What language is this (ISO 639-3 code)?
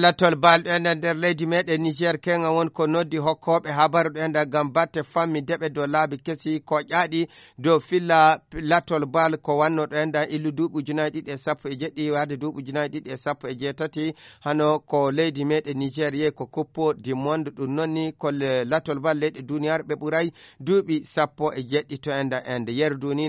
ful